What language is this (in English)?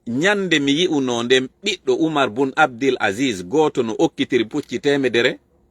Fula